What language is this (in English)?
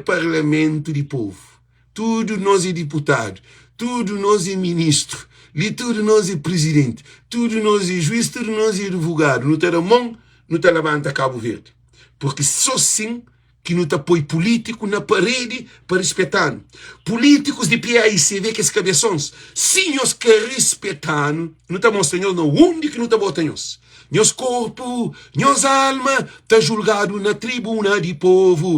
Kabuverdianu